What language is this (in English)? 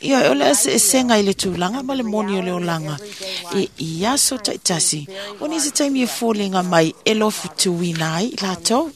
Samoan